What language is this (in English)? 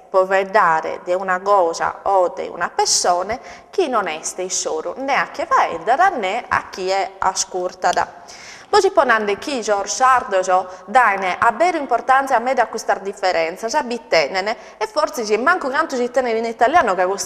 Sardinian